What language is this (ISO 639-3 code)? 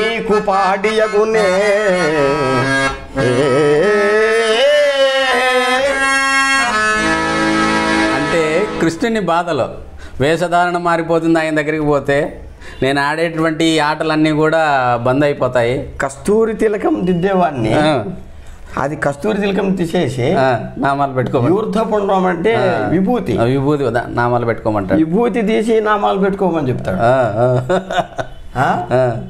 tel